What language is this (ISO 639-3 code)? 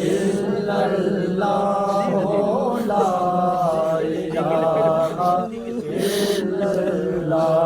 skr